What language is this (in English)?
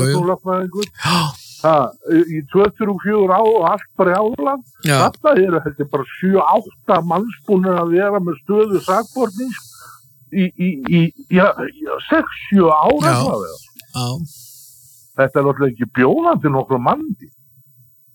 Icelandic